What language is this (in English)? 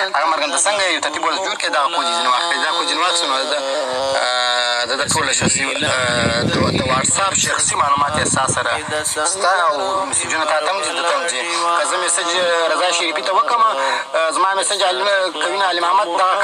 Pashto